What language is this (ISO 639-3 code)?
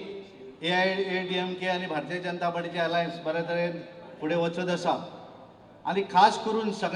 kok